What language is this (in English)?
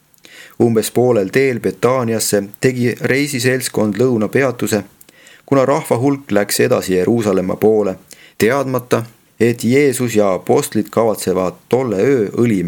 Estonian